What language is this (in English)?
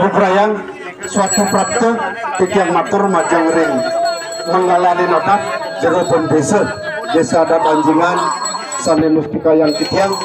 Balinese